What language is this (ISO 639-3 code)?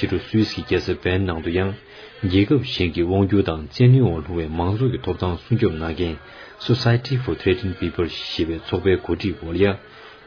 bod